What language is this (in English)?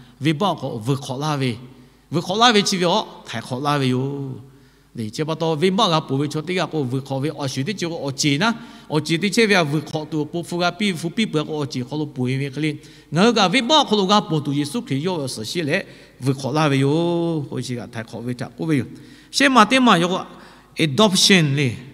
Lahu